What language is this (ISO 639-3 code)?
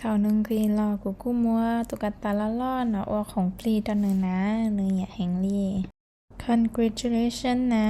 hmn